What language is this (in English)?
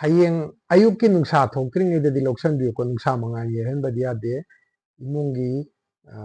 Manipuri